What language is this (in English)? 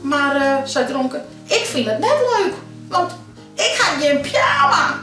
Western Frisian